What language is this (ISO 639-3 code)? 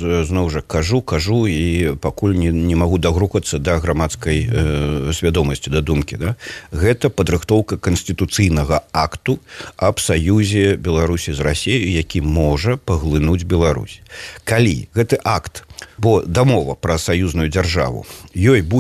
bel